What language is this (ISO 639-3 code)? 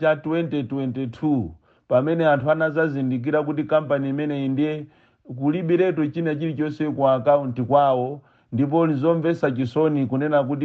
nya